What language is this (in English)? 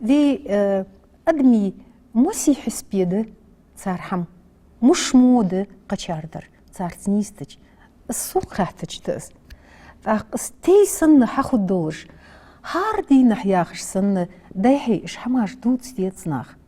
Ingush